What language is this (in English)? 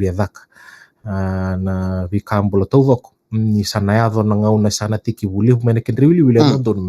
Fijian